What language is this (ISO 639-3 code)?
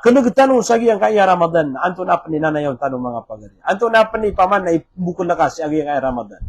mrw